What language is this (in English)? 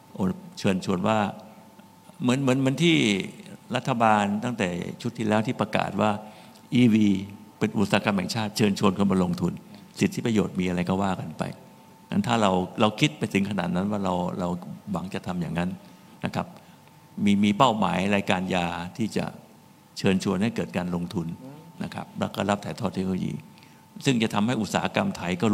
Thai